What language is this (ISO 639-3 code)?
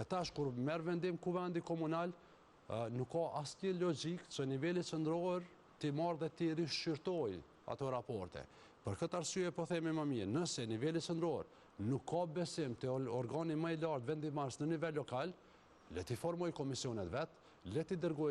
sqi